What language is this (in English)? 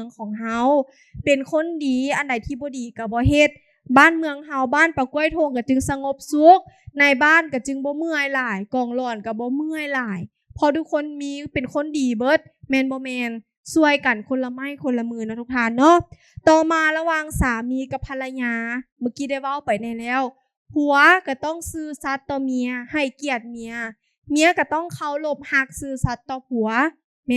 Lao